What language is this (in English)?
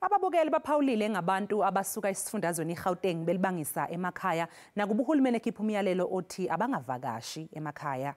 Zulu